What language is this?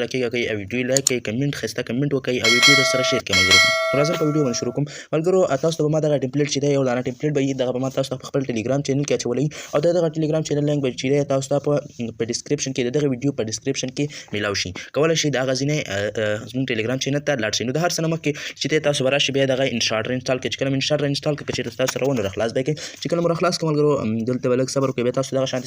Pashto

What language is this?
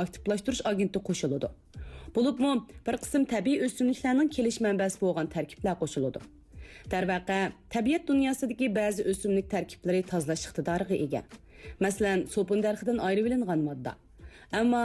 Uyghur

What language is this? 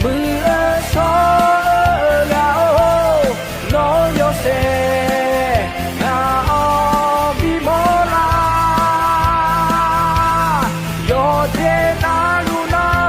Akha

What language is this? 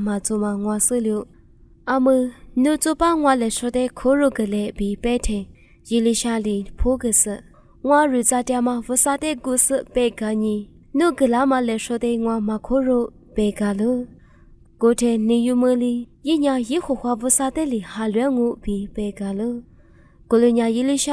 Lisu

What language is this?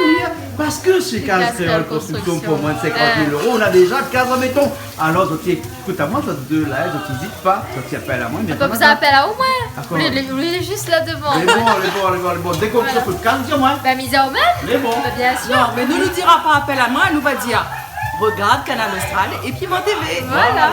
Réunion Creole French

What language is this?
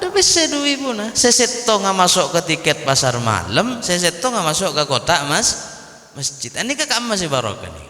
Madurese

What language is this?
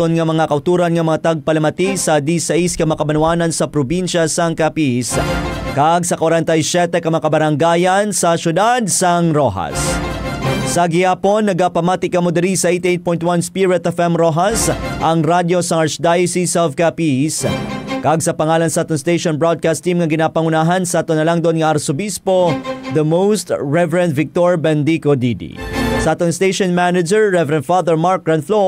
Hiligaynon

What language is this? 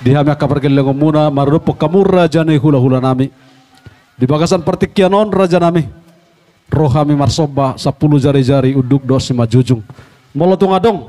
Batak Toba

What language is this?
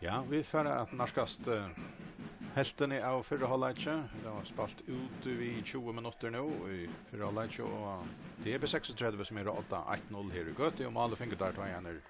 Faroese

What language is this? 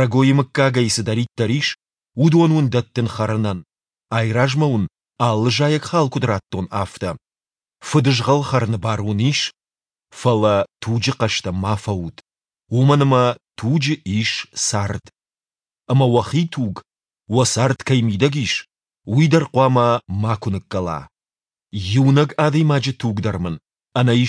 Ossetic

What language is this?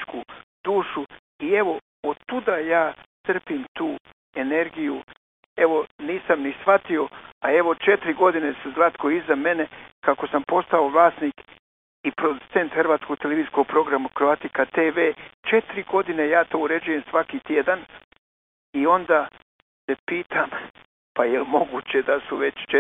Croatian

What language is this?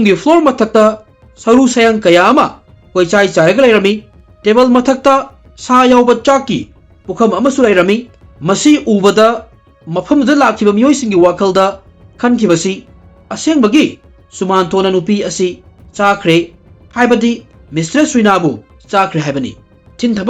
Manipuri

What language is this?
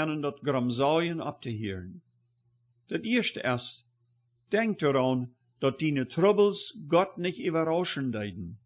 Plautdietsch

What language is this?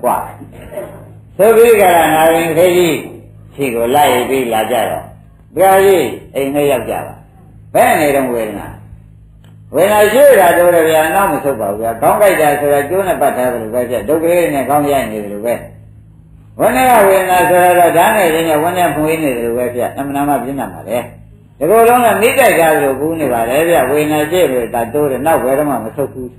Burmese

